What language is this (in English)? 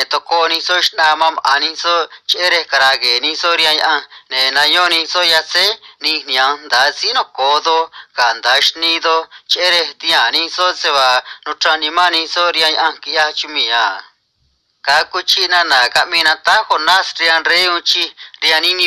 Copala Triqui